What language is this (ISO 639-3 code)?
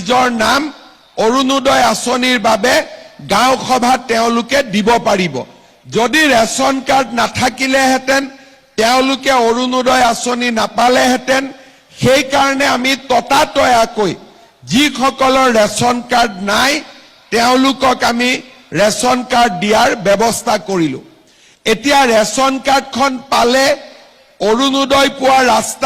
asm